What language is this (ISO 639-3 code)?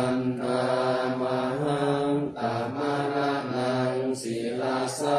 pli